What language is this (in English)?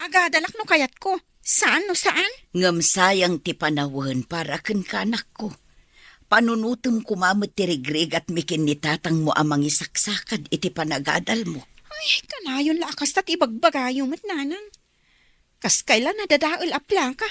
Iloko